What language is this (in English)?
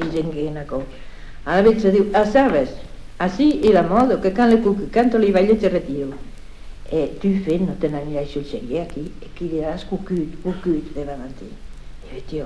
Occitan